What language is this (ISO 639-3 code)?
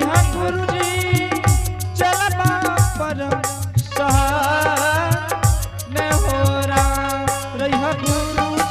anp